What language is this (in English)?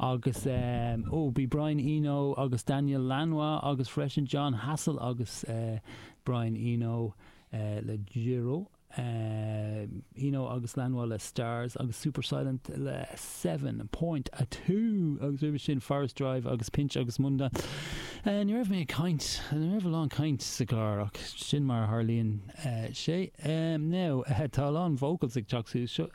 Irish